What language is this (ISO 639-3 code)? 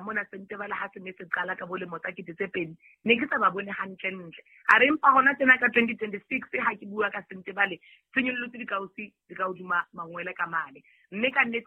sot